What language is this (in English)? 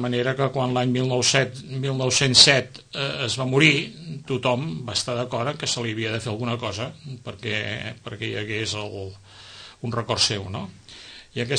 Catalan